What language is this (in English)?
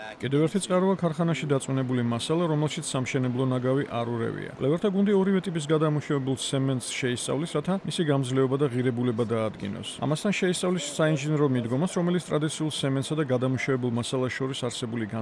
Georgian